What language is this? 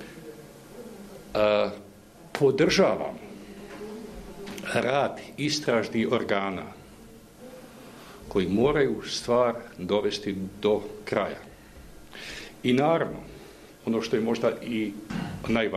Bosnian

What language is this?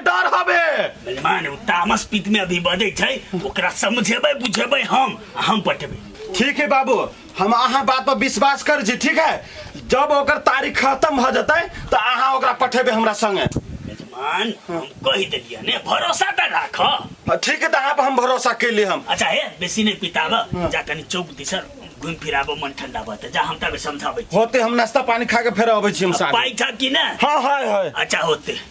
Maithili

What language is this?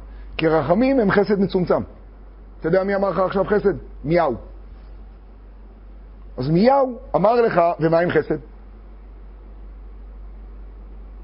Hebrew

